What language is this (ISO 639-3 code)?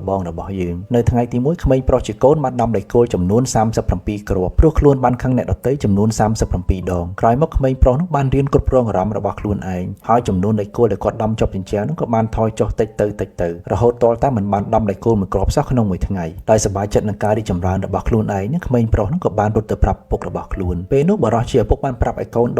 khm